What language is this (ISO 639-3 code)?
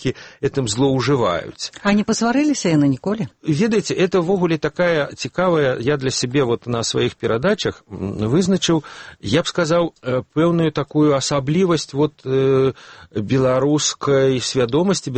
bel